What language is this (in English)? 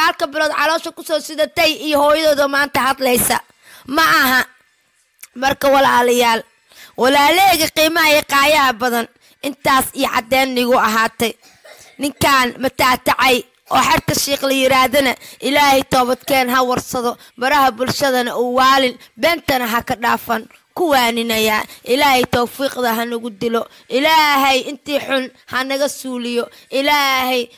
Somali